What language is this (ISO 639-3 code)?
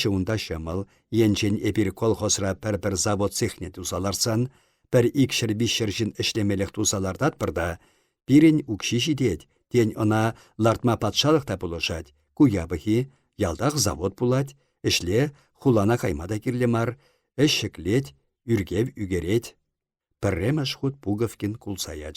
chv